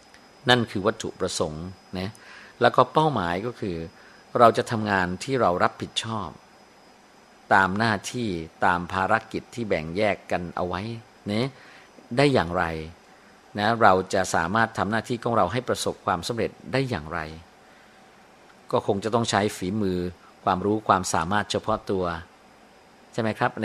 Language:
Thai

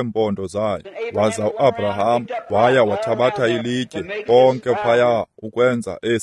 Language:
Xhosa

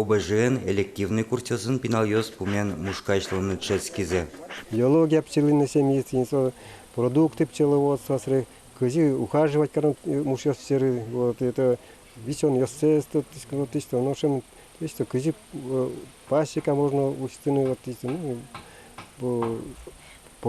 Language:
Udmurt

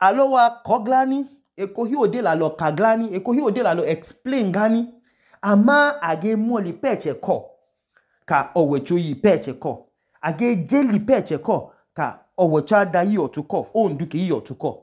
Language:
Idoma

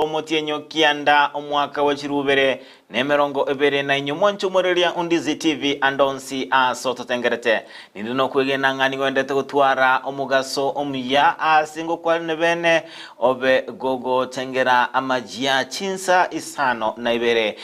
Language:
Gusii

